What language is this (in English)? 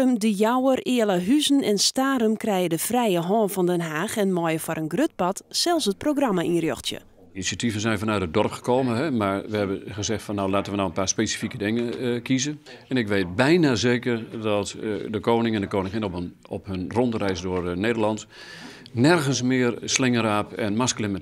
Western Frisian